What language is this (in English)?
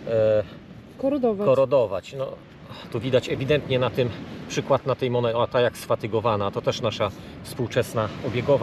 Polish